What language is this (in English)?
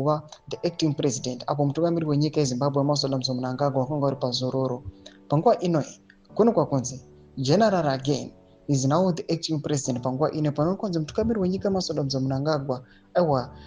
Shona